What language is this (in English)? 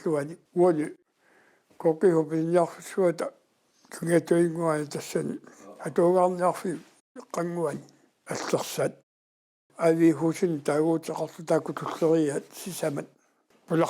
Kalaallisut